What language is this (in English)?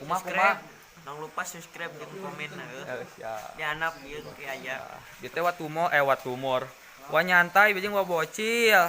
Sundanese